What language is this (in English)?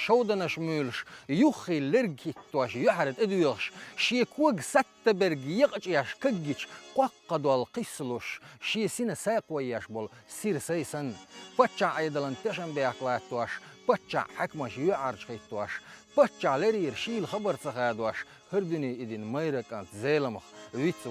Chechen